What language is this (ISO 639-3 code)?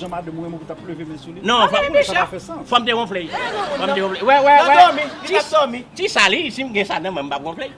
hat